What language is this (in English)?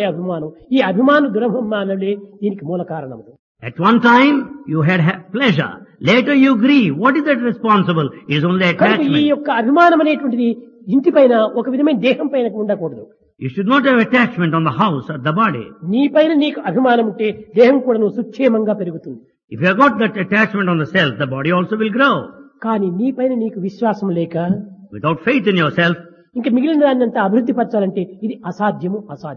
Telugu